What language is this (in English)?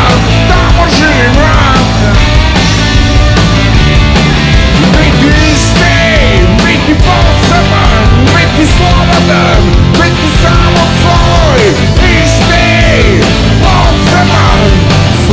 Serbian